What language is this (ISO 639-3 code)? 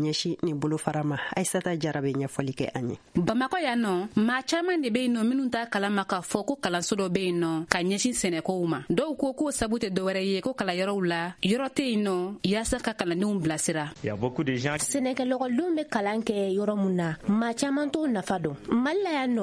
bam